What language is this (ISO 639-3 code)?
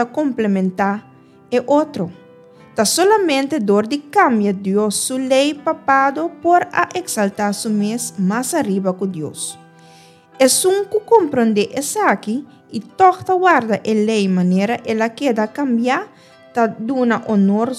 pap